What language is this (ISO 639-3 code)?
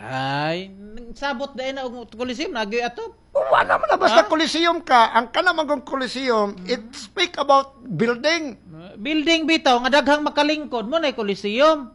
ceb